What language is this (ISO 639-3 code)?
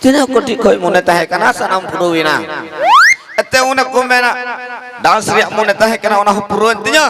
sat